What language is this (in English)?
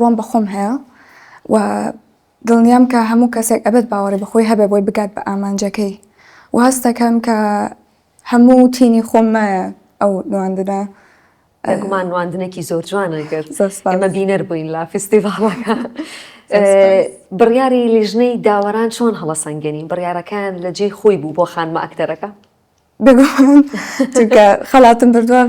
Central Kurdish